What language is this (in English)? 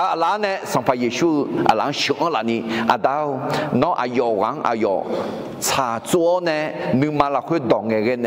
Akha